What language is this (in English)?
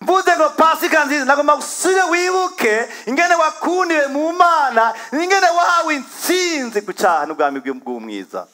Rundi